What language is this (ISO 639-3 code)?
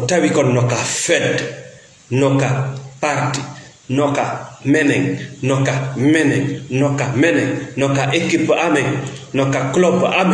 ful